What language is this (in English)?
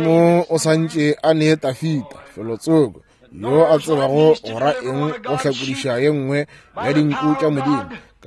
Northern Sotho